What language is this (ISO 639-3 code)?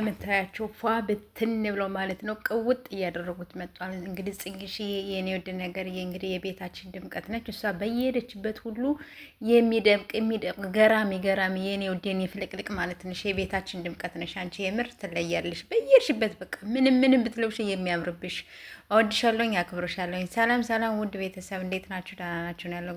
amh